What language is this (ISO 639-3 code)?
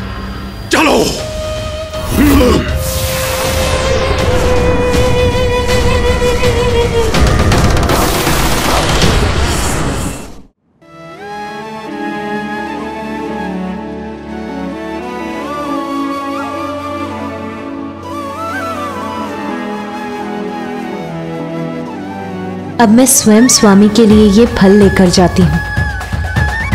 hin